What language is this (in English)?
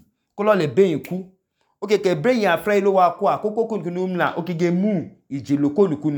Idoma